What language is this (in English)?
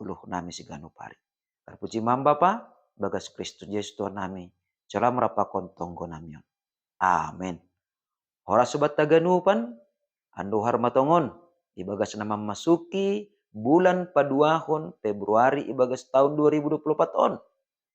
Batak Simalungun